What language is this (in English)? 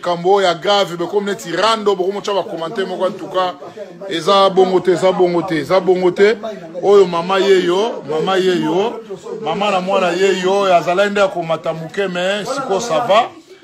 Lingala